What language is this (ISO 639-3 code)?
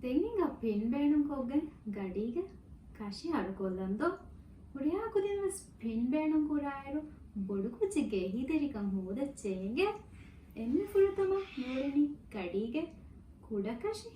div